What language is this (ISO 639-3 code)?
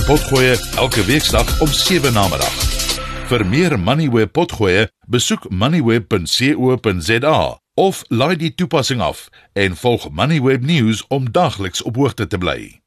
afr